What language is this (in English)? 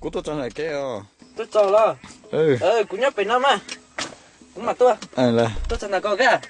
Hmong